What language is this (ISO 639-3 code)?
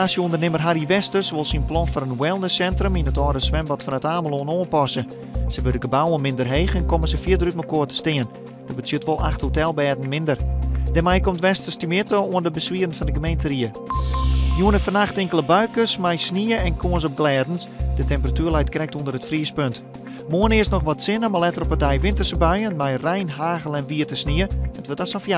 fry